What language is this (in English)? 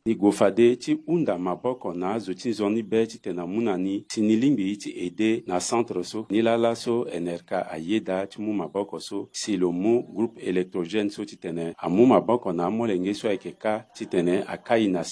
Sango